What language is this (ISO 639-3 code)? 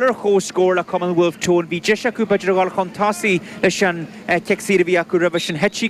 gle